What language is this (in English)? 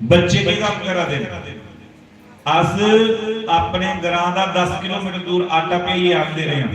Dogri